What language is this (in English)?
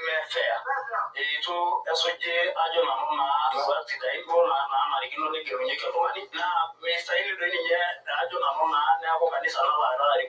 Masai